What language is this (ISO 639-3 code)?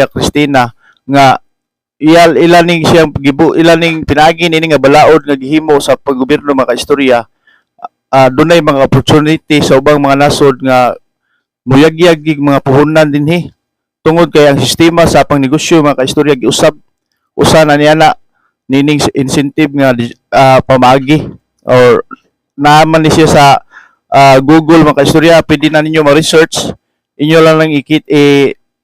ceb